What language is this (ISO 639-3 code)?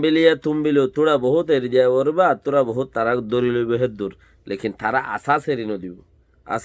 rhg